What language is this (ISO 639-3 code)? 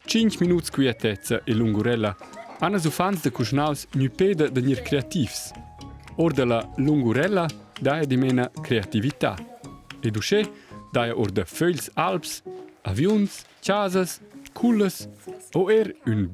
roh